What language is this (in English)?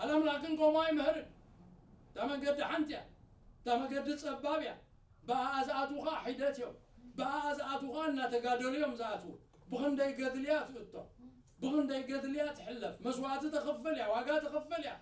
Tigrinya